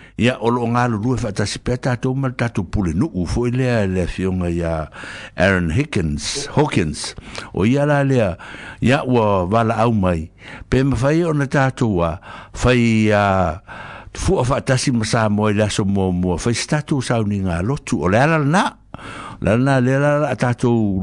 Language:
Samoan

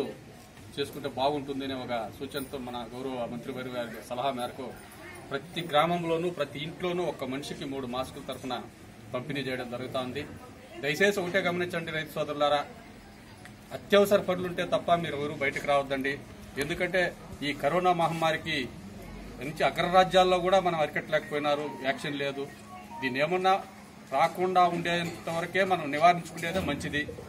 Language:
Telugu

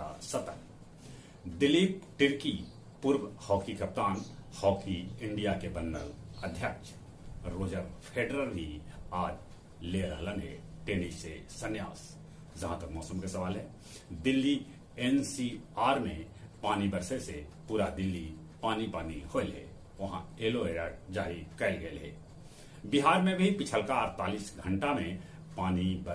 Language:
Magahi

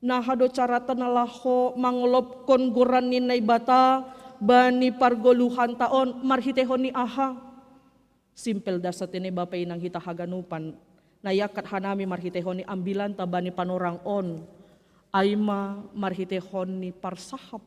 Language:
Batak Simalungun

